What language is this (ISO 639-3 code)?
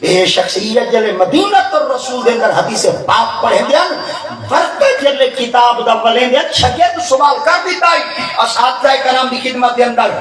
skr